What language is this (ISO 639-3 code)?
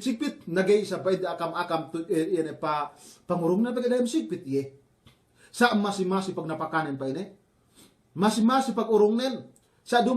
yka